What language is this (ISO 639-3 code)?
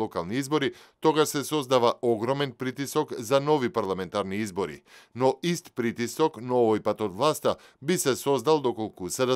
mkd